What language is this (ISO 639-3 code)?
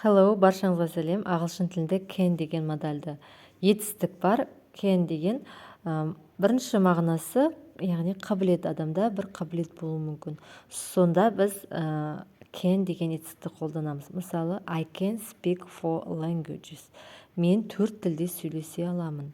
kaz